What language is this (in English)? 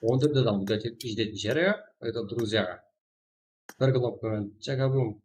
Kara-Kalpak